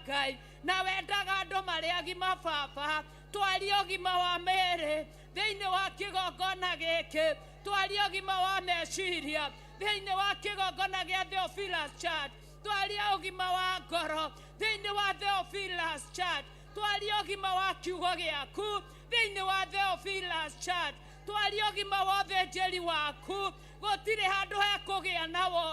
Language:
Kikuyu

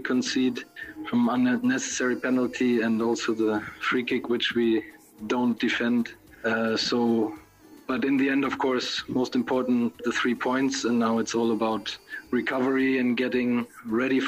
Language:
Bislama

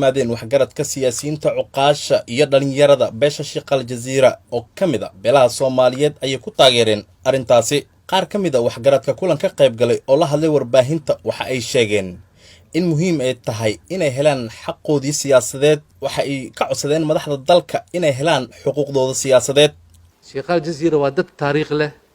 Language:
Somali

